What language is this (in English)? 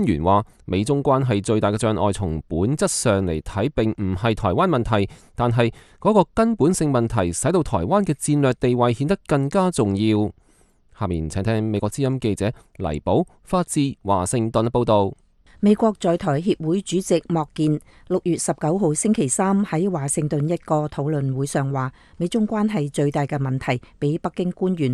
Cantonese